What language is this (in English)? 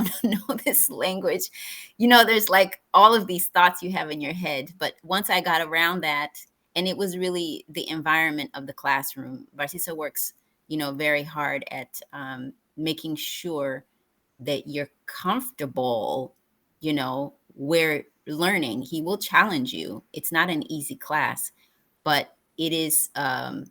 English